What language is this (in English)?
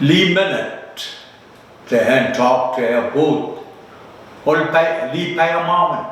Pohnpeian